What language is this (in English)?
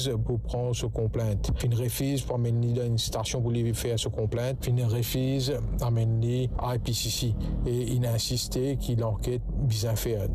Morisyen